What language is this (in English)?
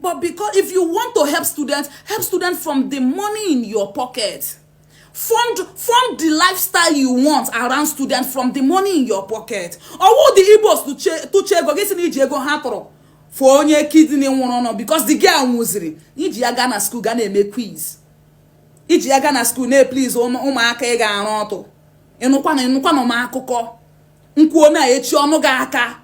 Igbo